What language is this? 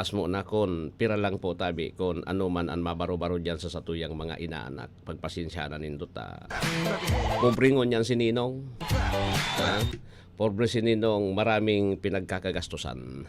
Bikol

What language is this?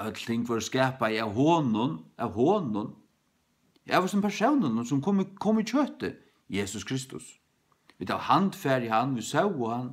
Faroese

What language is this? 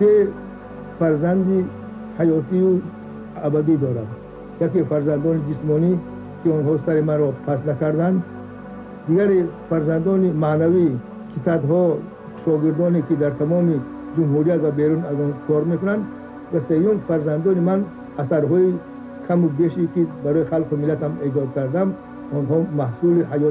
Tajik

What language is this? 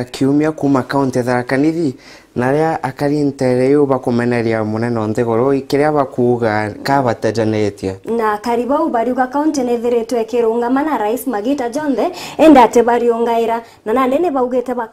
Meru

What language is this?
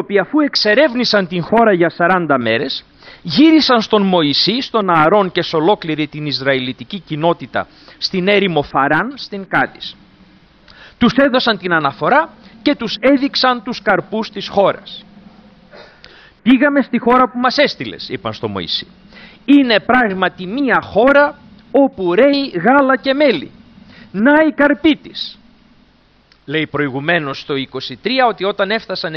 Greek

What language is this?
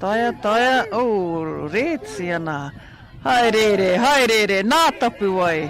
Māori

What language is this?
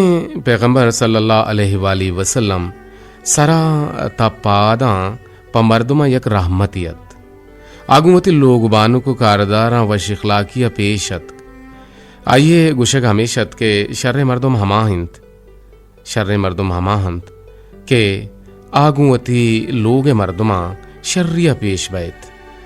Eastern Balochi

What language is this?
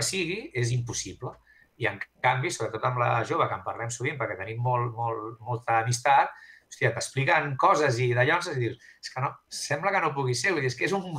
Catalan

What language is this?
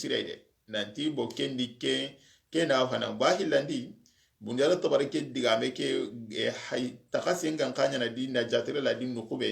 Soninke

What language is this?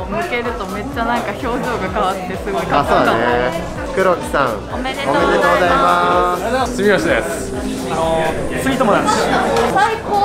Japanese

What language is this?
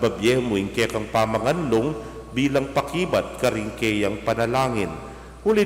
Pampanga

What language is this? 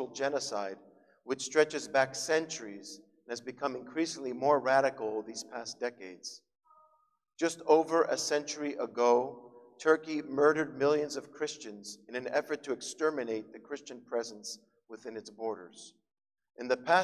English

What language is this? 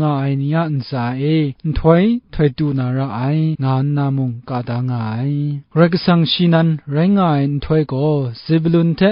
Kachin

